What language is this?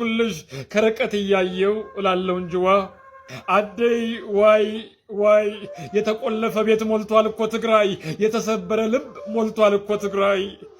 Amharic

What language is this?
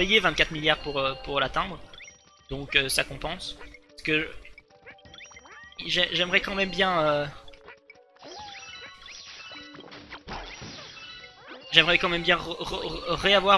French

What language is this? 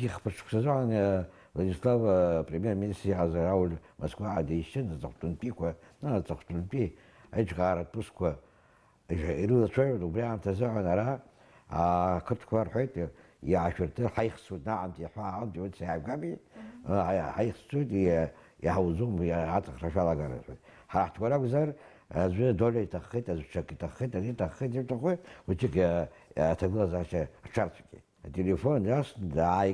Abkhazian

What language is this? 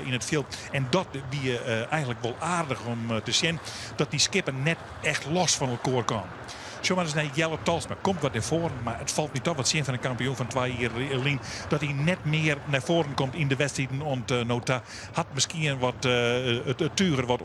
Western Frisian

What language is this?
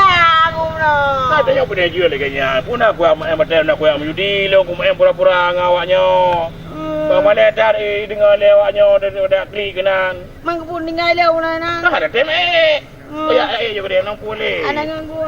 Achinese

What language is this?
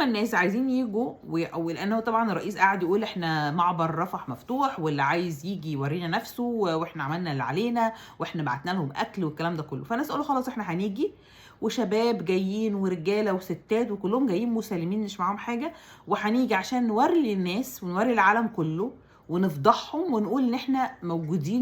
Egyptian Arabic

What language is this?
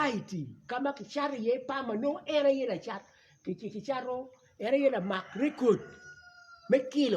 Acoli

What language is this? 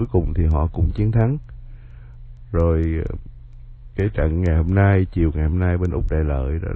Vietnamese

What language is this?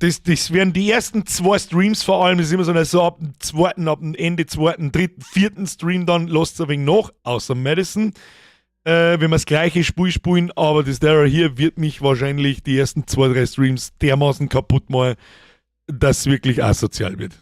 Bavarian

